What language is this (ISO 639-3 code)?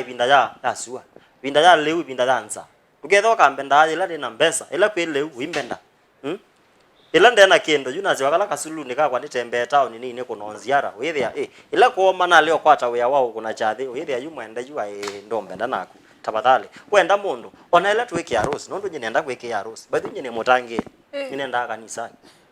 kam